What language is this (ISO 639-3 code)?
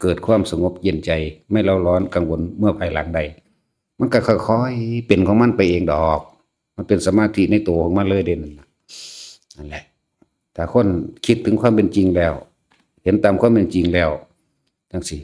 tts